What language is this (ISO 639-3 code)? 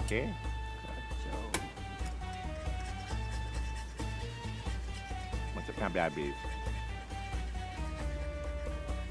msa